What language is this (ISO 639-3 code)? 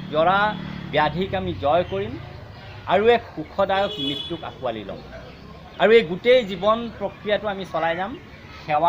asm